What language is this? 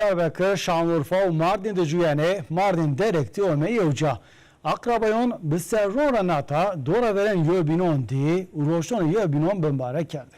Zaza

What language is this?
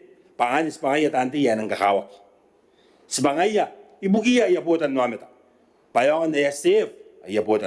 Gilbertese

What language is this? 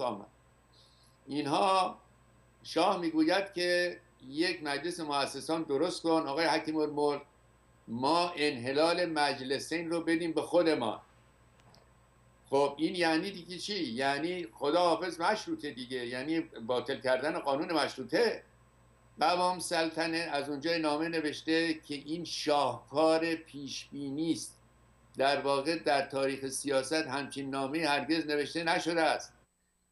Persian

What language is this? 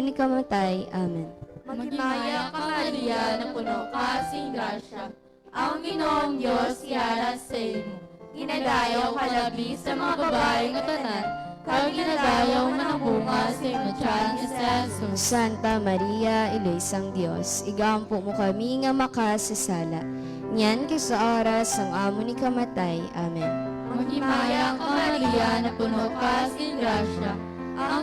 Hiligaynon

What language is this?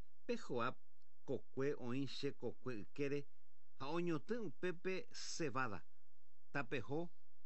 Guarani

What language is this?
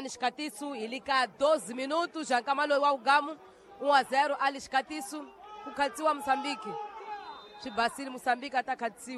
Tsonga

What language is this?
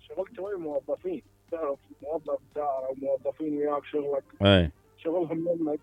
Mesopotamian Arabic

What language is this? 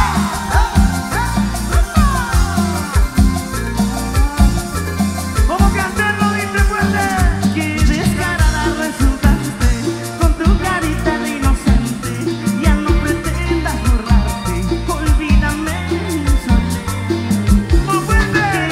Spanish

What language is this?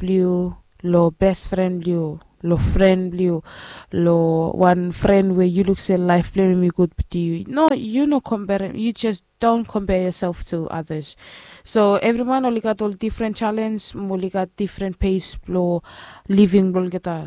Bislama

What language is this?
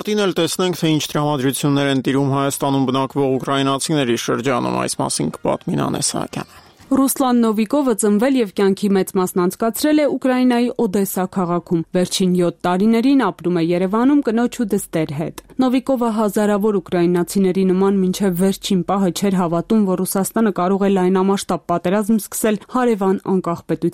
Armenian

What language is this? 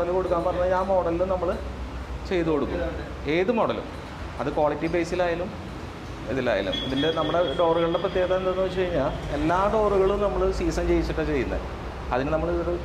Malayalam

